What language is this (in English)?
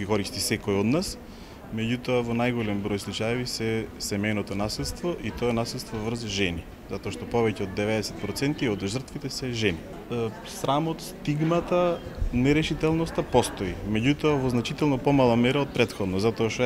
Macedonian